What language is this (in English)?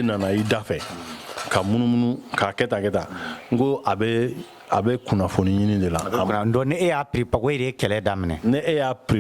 Bambara